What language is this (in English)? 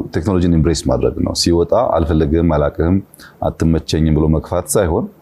Amharic